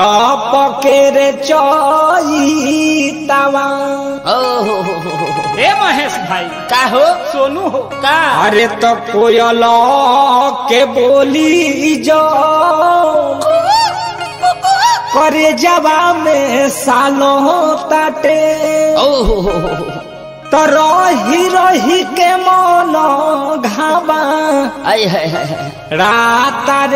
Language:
Bhojpuri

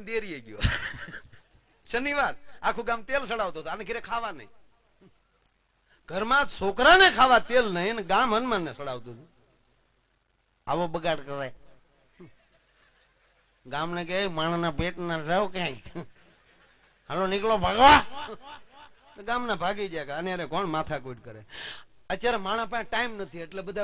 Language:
Gujarati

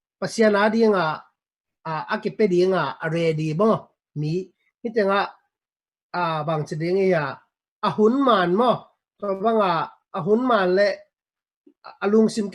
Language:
Tedim Chin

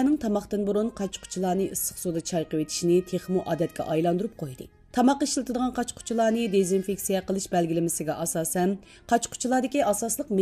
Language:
Uyghur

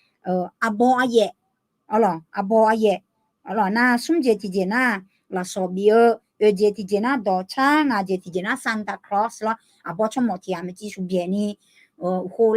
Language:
Akha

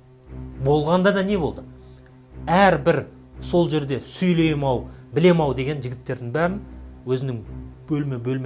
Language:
Kazakh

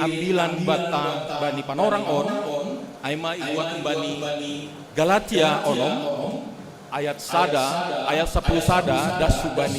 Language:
Batak Simalungun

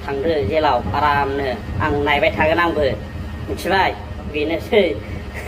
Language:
Bodo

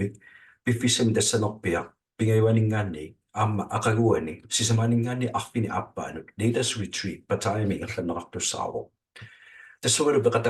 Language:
Kalaallisut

